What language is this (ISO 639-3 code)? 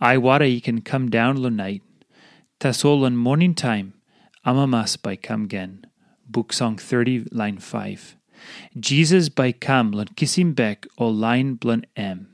tpi